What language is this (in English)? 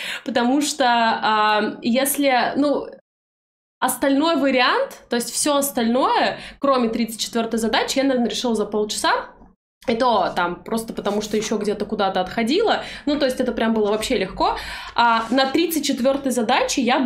Russian